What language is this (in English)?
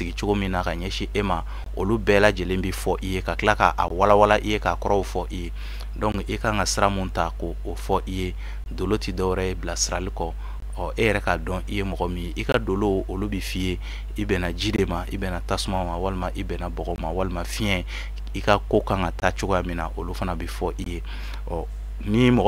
Bambara